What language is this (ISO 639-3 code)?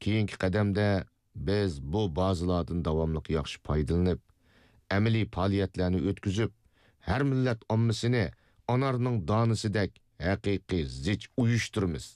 uig